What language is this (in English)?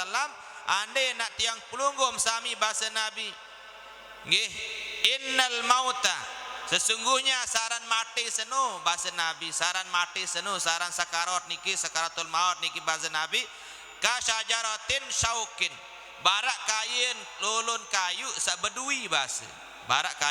Sasak